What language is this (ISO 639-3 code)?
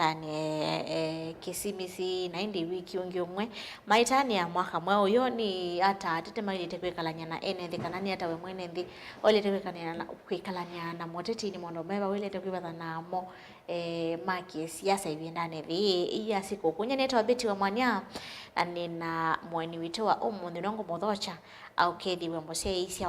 kam